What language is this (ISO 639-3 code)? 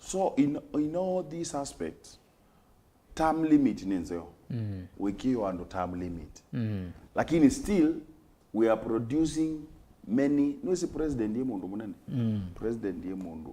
kam